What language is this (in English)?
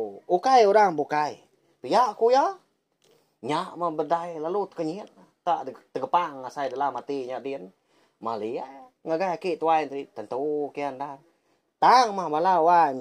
Iban